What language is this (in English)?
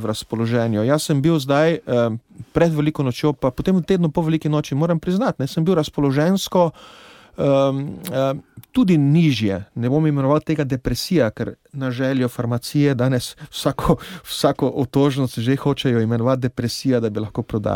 Slovenian